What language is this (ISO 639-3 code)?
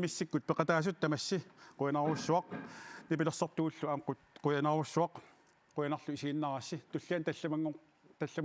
kal